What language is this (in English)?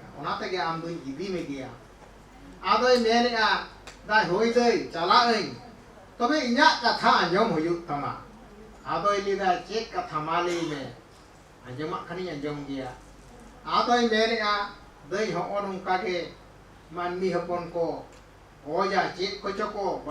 Santali